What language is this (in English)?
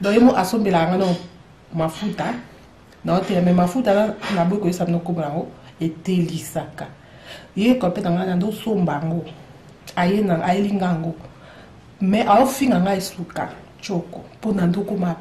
Lingala